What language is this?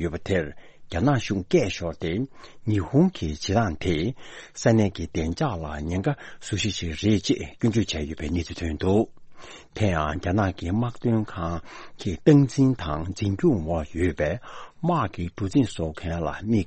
Tibetan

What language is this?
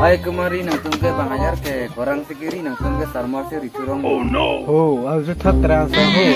Karbi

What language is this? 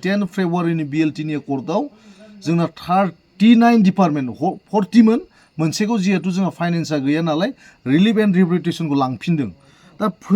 Bodo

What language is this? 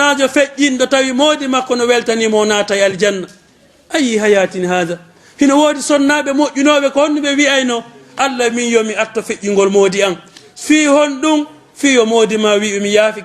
Fula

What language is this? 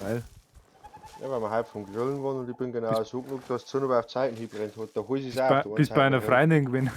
Bavarian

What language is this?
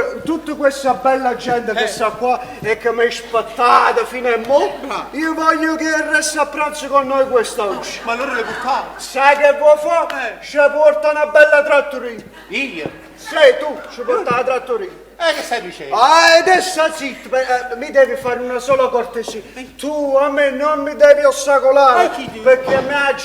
Neapolitan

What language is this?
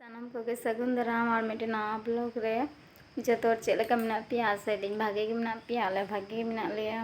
Santali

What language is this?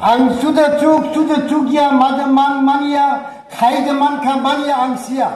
Riang (India)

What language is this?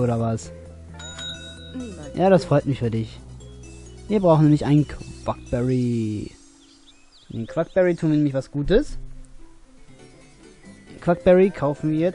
German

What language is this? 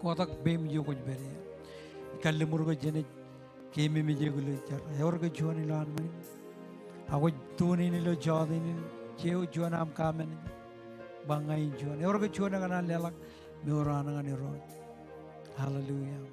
Marshallese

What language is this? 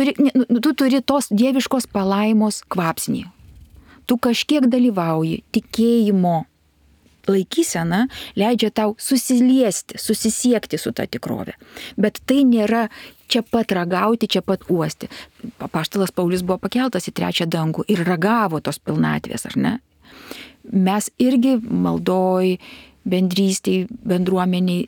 Lithuanian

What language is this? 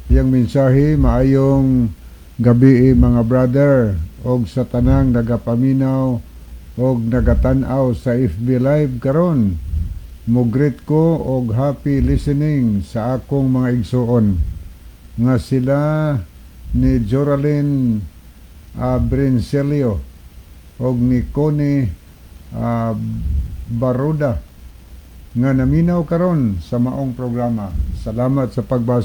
Cebuano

